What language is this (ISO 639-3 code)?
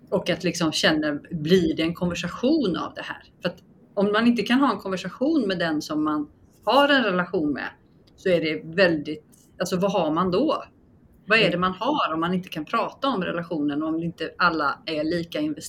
swe